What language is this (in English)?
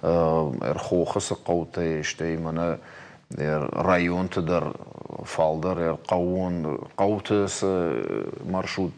Ossetic